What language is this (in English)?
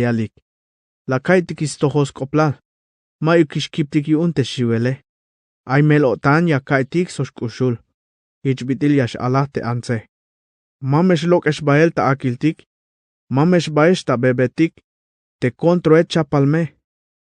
Tzeltal